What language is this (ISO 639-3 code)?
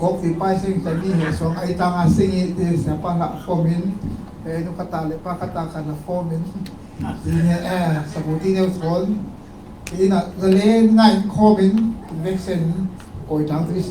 cfm